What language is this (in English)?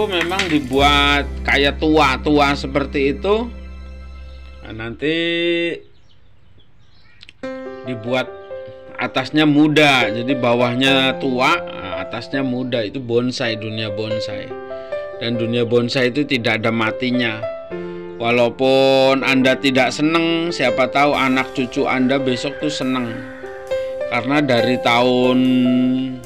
Indonesian